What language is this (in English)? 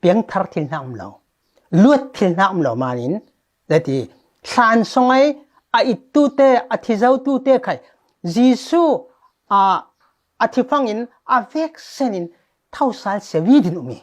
Falam Chin